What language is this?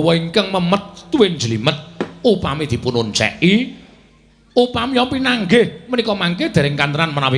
Javanese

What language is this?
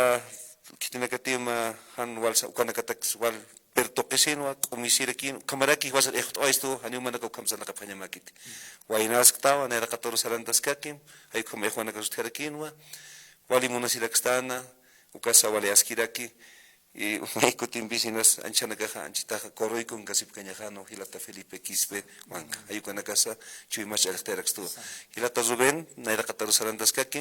Aymara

